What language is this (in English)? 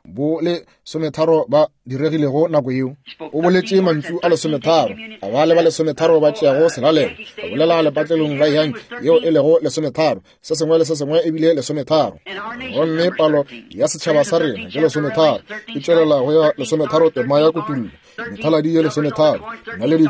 Northern Sotho